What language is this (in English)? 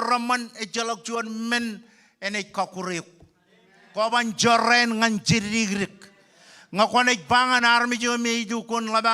Marshallese